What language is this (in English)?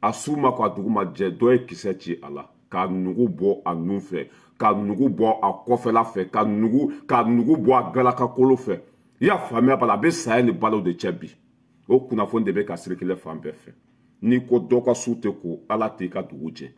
Bambara